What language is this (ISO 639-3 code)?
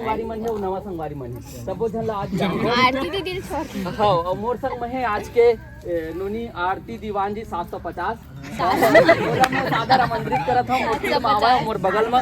hne